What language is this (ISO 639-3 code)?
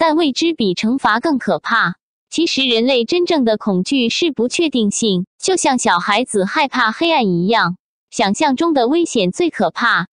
zho